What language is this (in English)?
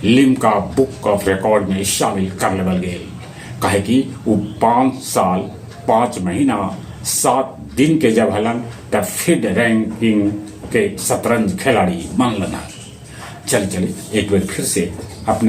Magahi